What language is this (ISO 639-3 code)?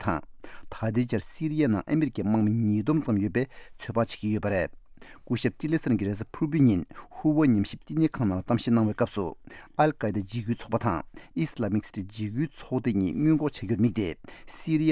bod